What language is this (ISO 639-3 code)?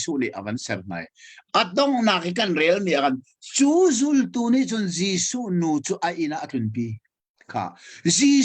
cnh